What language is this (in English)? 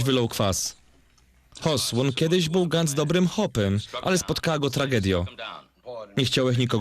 Silesian